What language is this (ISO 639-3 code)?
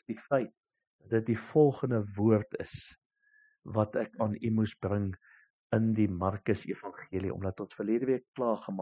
afr